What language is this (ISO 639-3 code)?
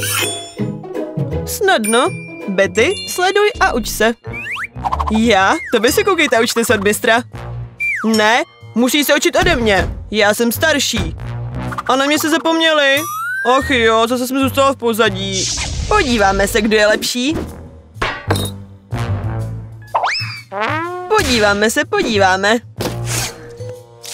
ces